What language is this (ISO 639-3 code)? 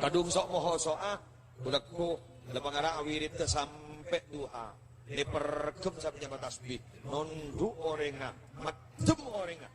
mad